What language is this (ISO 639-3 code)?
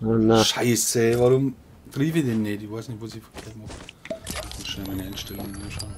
bar